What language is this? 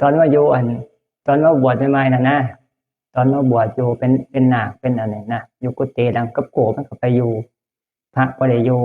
Northeastern Thai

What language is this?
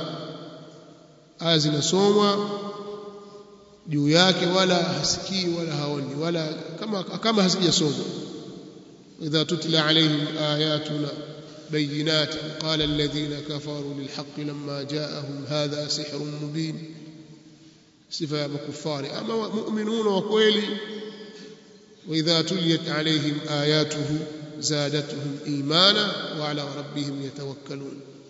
Swahili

